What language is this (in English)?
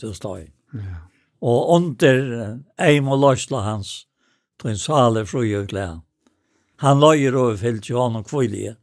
Faroese